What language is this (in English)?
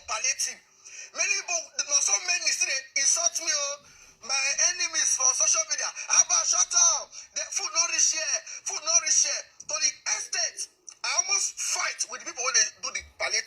Nigerian Pidgin